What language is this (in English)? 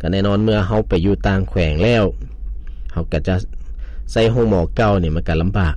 Lao